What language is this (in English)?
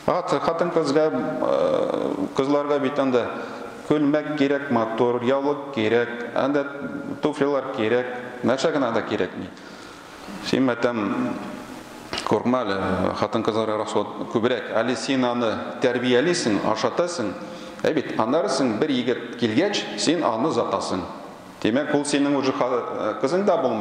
Tatar